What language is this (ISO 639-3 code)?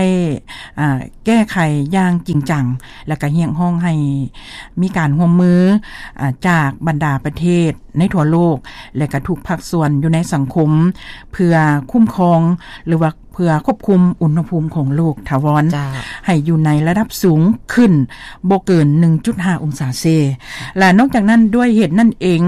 lao